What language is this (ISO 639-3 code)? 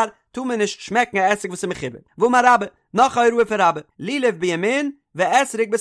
yid